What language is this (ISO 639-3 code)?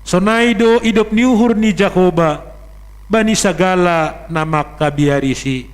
bts